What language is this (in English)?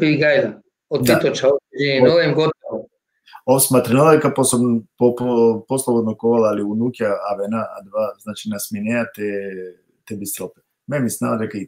Balkan Romani